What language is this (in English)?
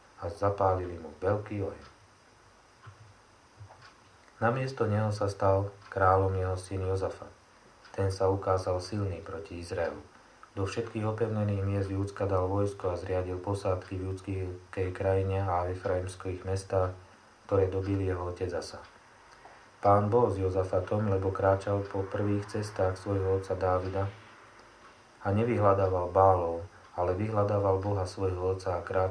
Slovak